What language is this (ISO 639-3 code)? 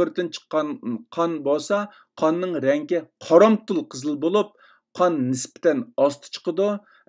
uig